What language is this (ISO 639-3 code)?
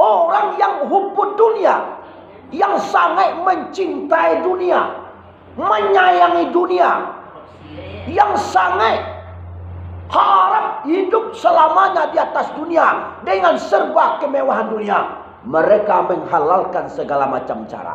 min